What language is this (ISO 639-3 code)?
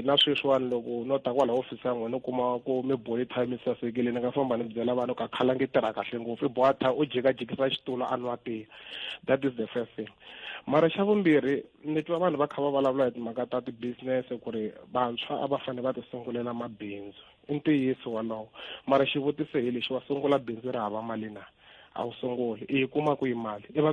tso